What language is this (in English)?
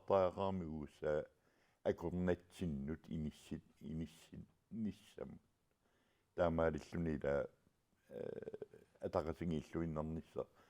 Kalaallisut